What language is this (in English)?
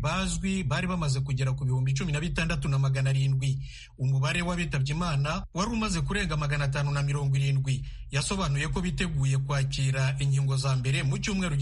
Kinyarwanda